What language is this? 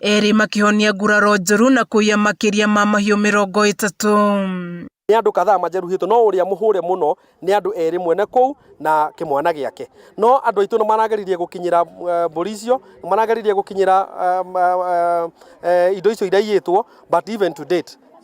Kikuyu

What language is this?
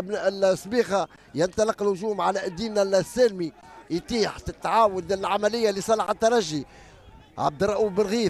Tunisian Arabic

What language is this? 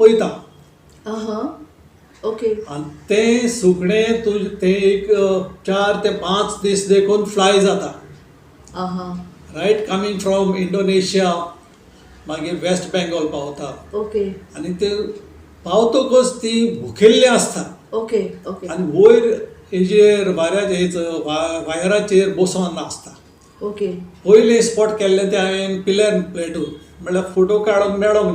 Konkani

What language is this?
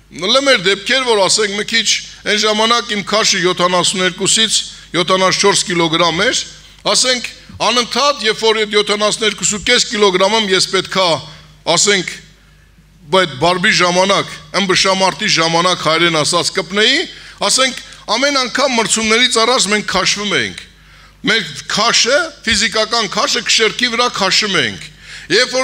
Armenian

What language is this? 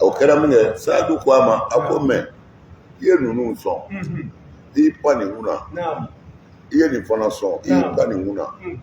Bambara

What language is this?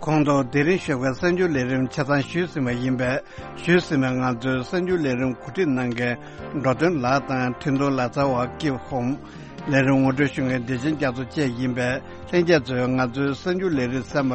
Tibetan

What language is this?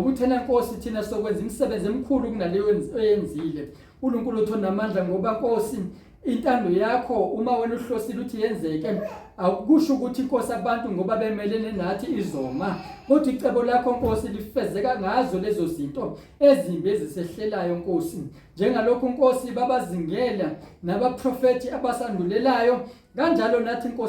Zulu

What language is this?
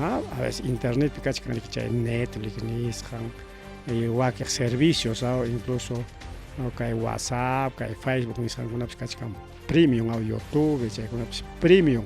Ayacucho Quechua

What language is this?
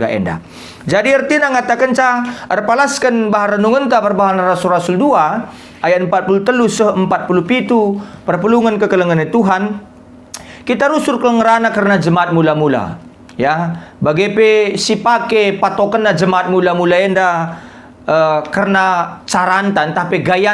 Batak Karo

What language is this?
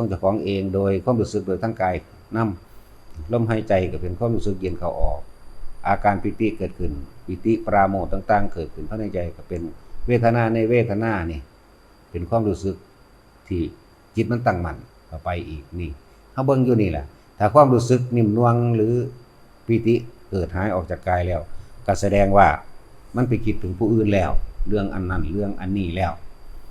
Northeastern Thai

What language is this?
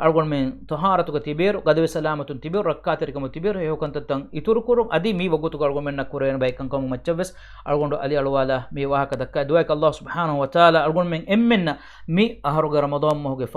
Divehi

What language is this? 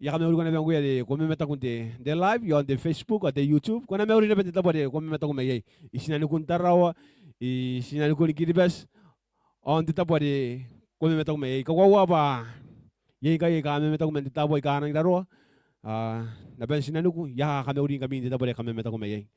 Gilbertese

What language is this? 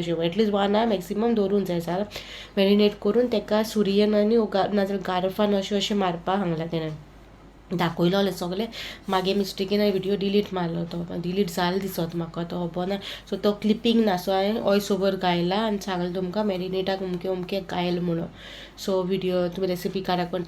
Konkani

